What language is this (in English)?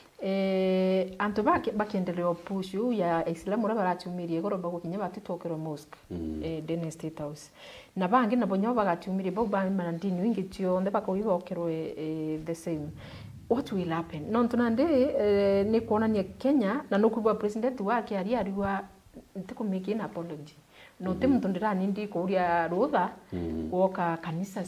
Meru